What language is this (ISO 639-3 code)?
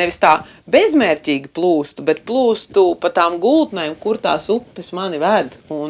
lav